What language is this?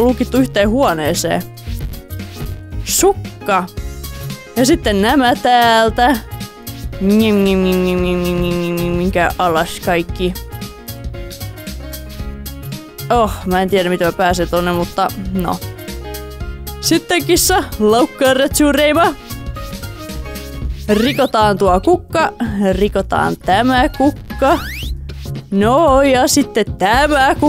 Finnish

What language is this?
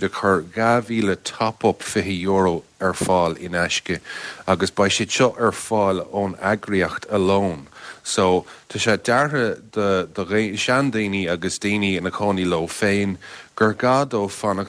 Irish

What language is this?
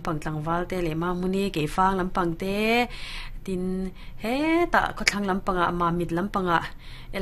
Mizo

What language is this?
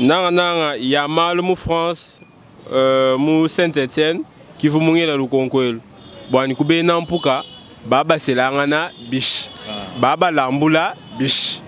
Luba-Lulua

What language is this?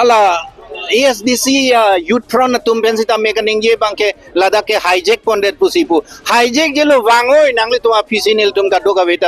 Karbi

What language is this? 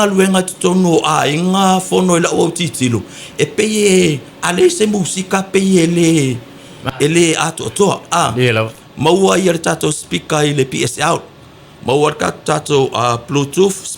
Samoan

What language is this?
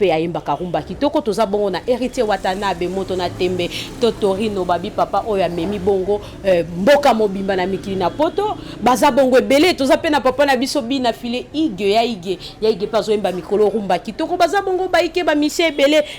Lingala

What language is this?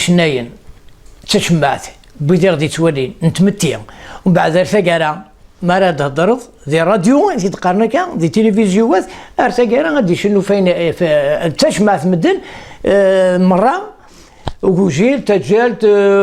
Kabyle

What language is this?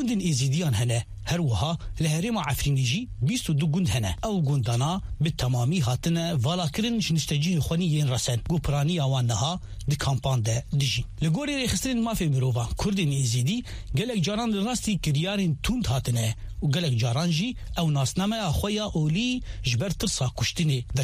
Kurdish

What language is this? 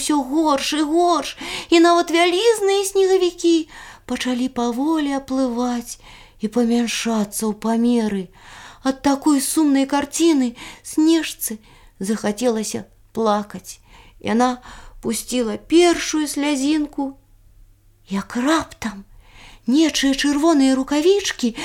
Belarusian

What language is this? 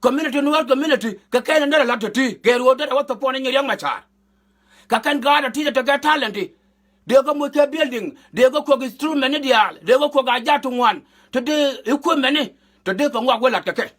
Nuer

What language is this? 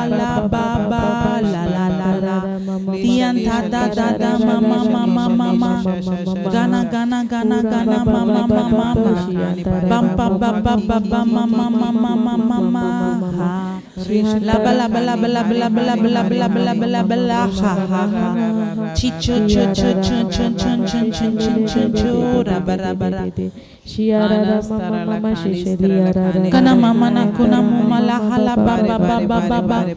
Tem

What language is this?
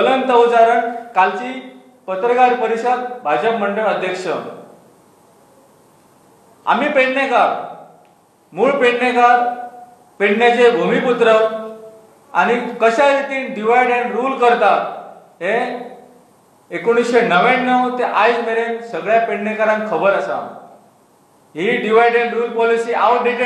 Konkani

